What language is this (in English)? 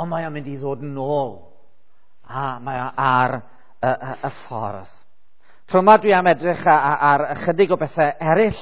Welsh